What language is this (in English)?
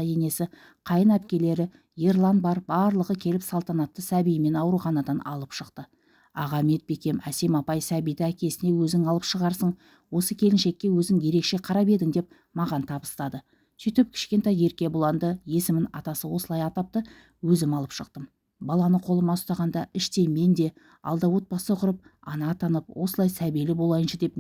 Kazakh